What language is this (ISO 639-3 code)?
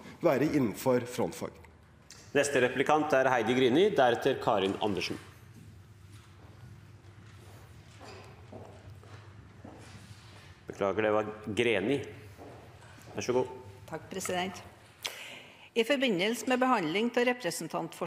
nor